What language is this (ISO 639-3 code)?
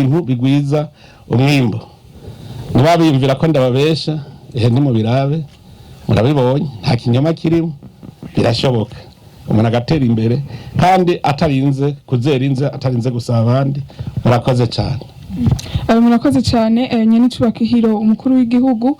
run